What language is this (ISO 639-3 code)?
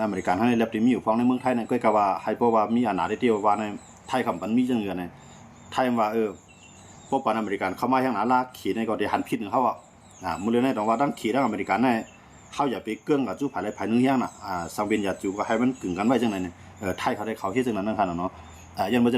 shn